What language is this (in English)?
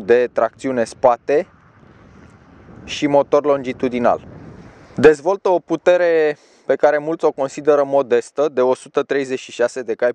Romanian